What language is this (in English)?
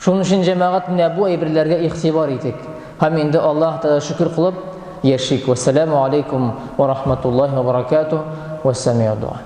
Tatar